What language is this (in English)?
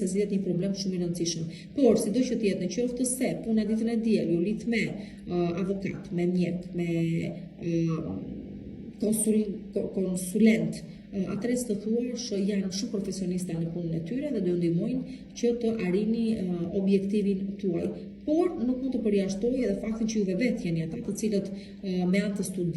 Albanian